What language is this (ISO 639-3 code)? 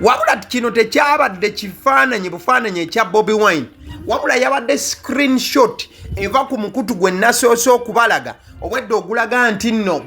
lug